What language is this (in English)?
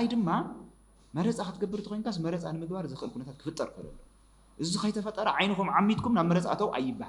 Tigrinya